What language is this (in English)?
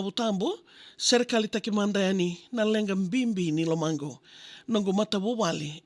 Fijian